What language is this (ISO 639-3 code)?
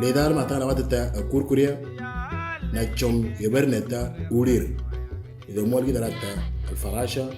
mor